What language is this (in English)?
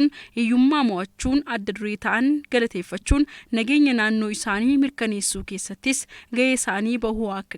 Oromo